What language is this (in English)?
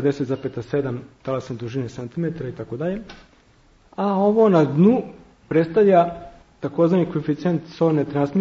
Serbian